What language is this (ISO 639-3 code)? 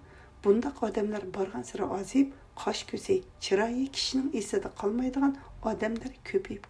uig